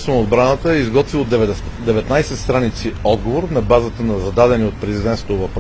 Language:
Bulgarian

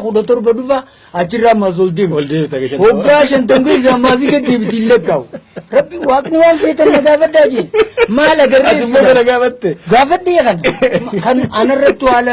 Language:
Oromo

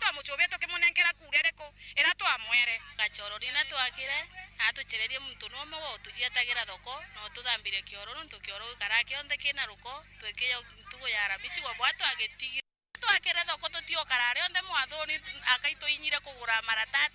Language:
Meru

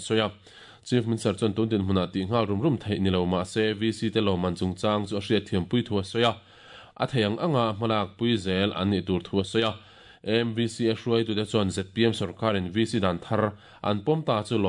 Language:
Mizo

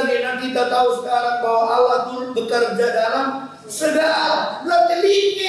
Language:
Batak Karo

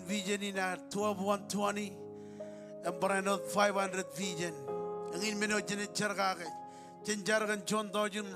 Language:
Marshallese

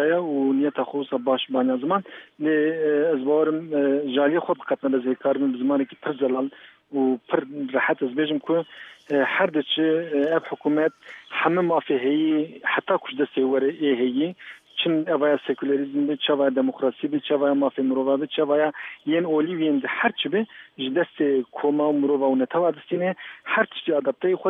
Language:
Kurdish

